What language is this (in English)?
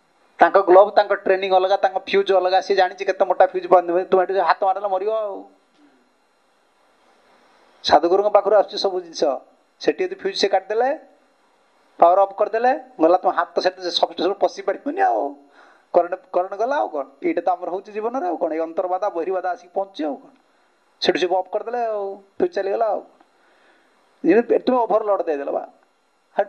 Odia